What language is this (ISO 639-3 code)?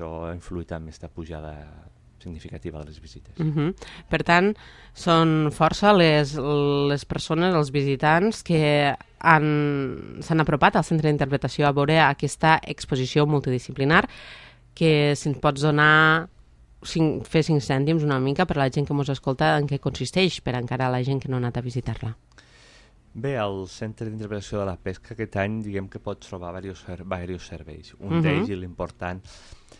cat